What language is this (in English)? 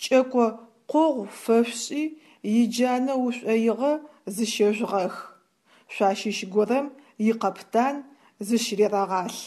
Adyghe